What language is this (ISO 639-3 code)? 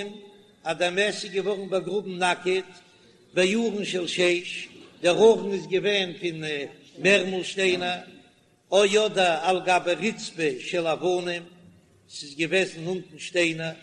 yid